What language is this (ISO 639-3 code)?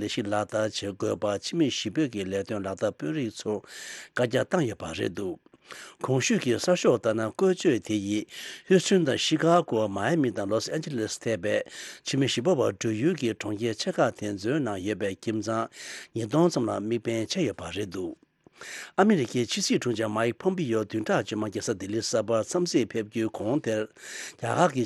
bod